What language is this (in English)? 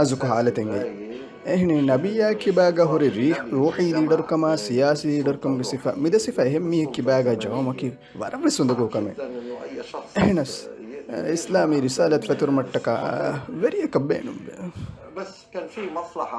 Divehi